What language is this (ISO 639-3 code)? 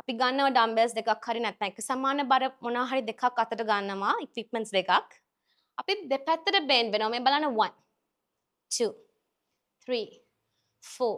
sin